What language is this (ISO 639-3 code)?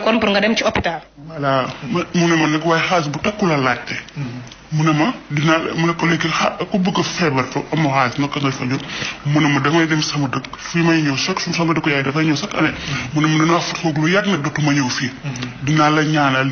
wol